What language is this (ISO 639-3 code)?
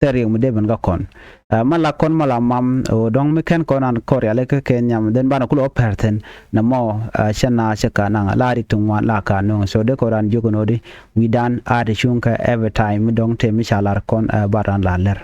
nus